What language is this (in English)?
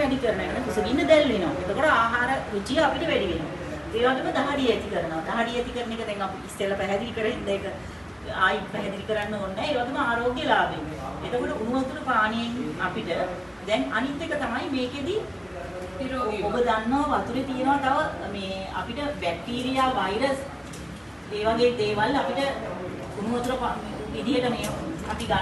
Sinhala